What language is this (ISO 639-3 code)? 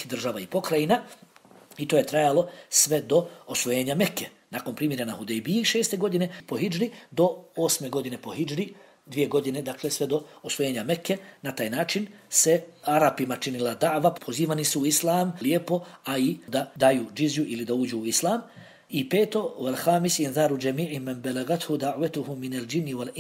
bos